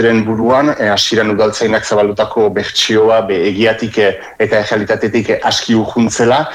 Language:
Basque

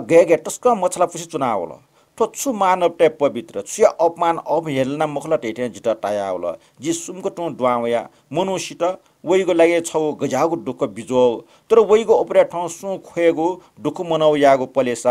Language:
Newari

